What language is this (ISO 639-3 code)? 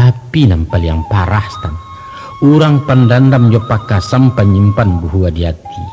min